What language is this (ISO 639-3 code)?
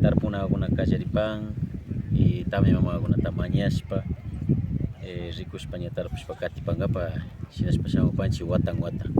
qvi